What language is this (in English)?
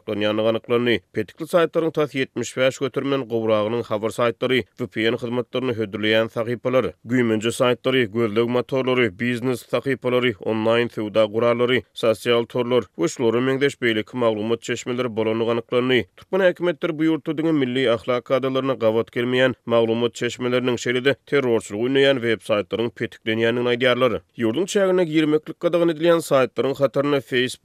Turkmen